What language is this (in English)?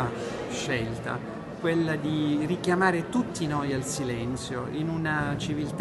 Italian